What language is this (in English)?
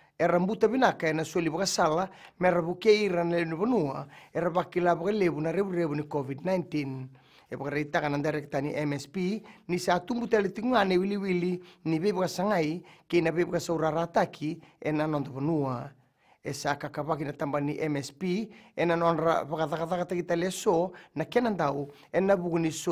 Fijian